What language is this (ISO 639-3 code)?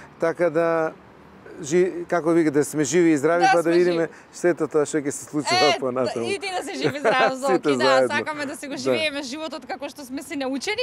mkd